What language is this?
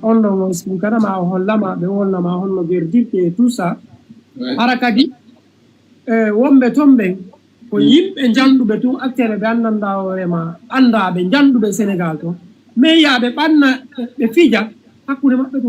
Fula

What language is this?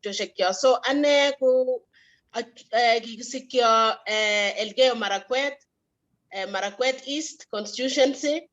Kalenjin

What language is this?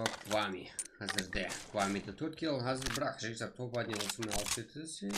Kara-Kalpak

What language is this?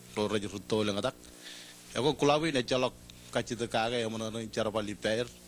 Marshallese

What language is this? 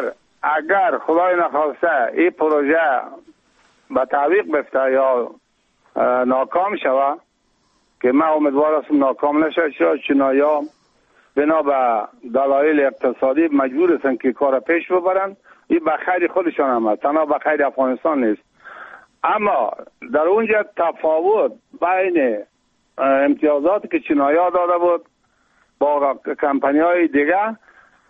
Persian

